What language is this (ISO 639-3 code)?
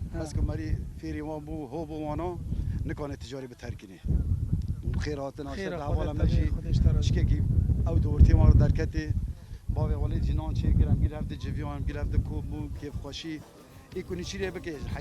kur